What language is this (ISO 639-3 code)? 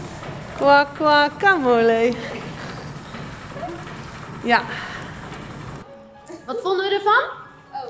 nld